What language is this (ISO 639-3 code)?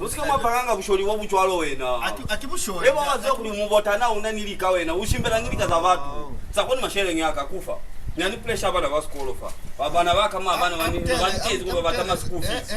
loz